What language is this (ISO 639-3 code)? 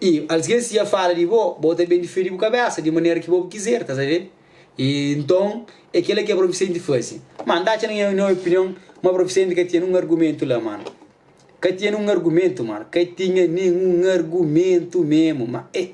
kea